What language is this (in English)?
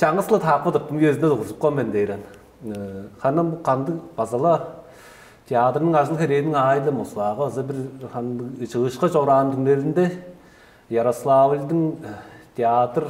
Tuvinian